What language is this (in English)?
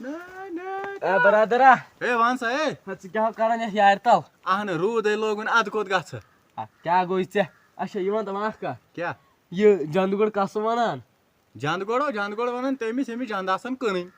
Kashmiri